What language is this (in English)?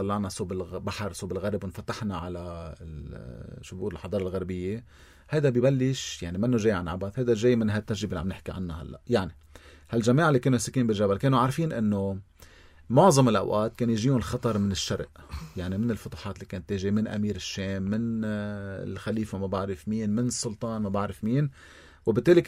North Levantine Arabic